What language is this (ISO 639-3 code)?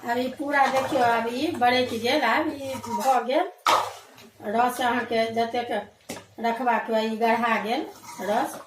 mai